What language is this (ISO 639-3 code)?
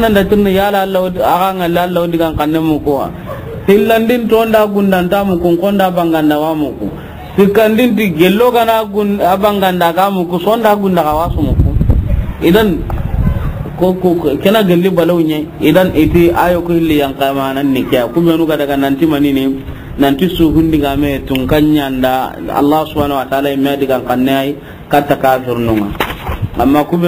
snk